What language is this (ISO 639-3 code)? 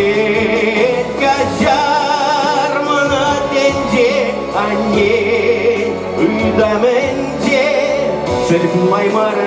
chv